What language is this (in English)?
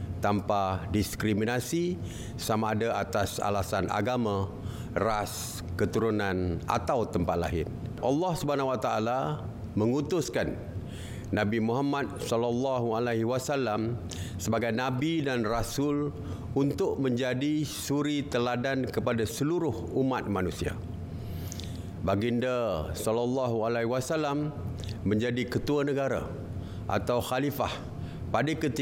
Malay